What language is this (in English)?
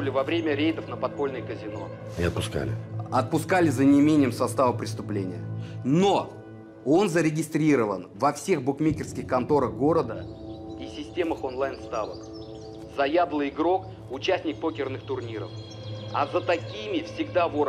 Russian